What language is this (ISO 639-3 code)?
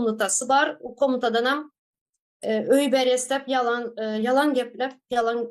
tuk